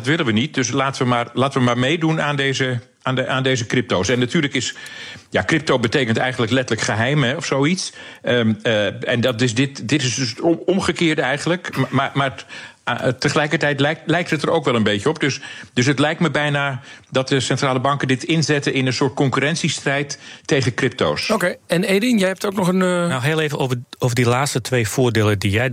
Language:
Dutch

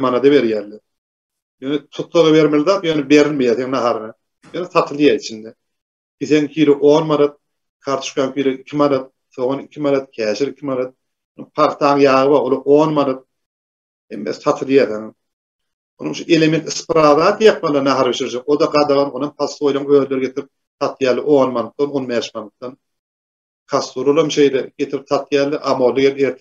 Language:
Turkmen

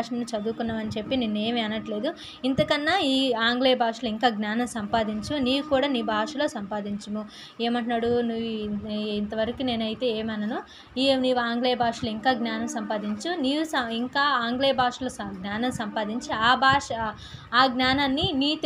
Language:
Telugu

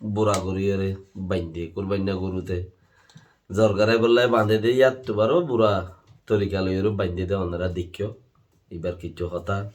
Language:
Rohingya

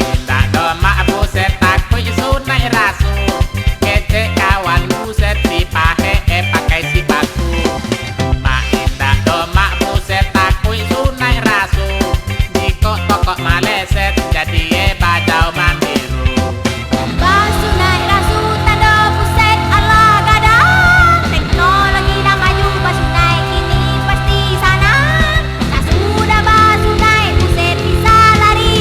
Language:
Minangkabau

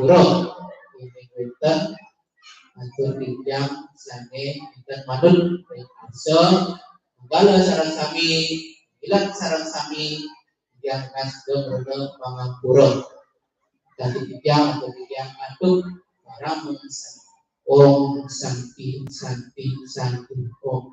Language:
Balinese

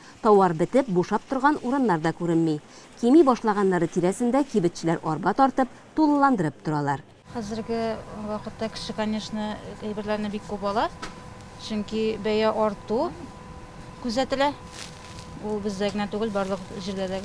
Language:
Tatar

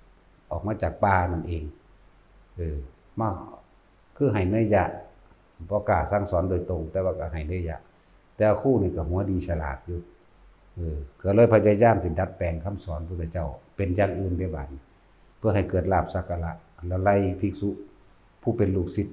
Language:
Northeastern Thai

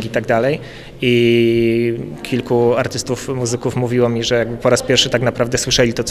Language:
Polish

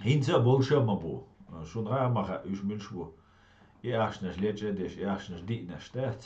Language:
Chechen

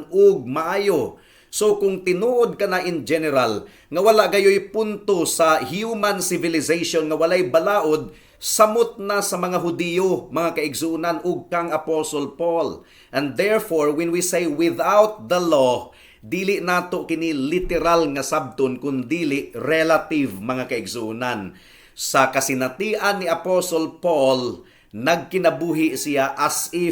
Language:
Cebuano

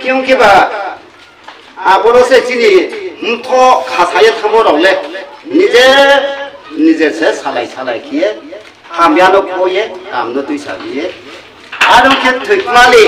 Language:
Riang (India)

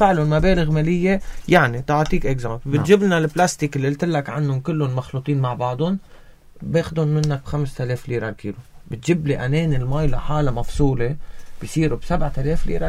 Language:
North Levantine Arabic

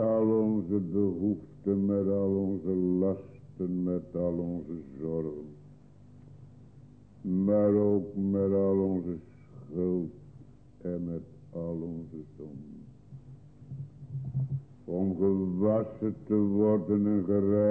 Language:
Dutch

